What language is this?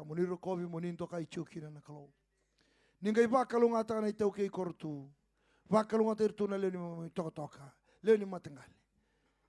Fijian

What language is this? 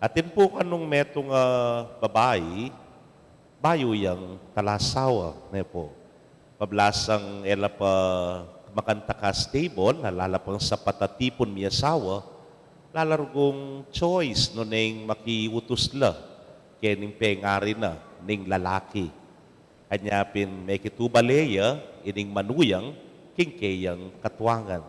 Pampanga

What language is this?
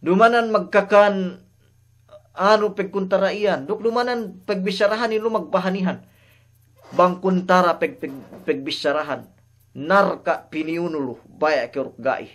Yakan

